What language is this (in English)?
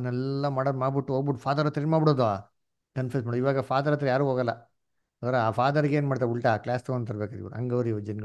Kannada